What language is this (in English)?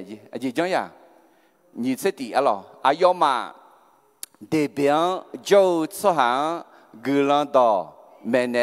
Akha